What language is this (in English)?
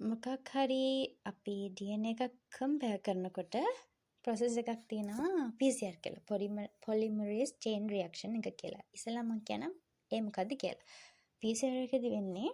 Sinhala